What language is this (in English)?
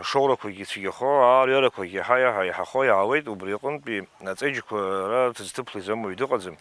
Abkhazian